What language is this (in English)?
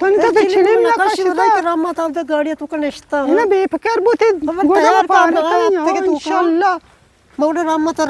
Eastern Balochi